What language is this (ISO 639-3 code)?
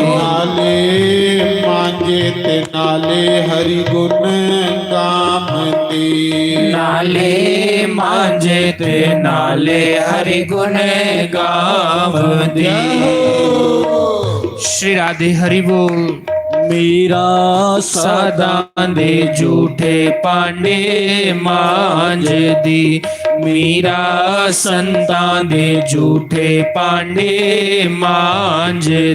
doi